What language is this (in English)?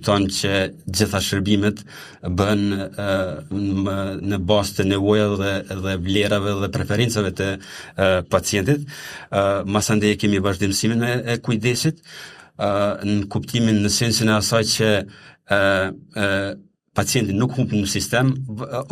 Albanian